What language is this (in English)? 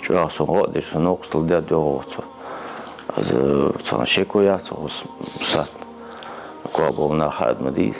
Ingush